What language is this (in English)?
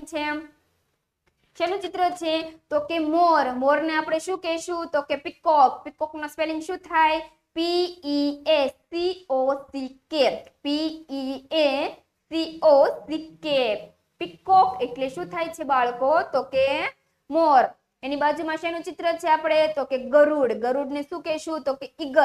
Gujarati